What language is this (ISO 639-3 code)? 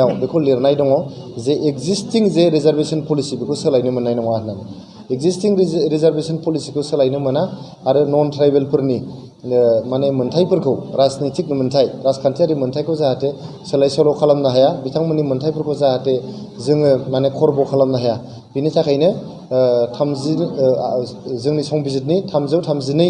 brx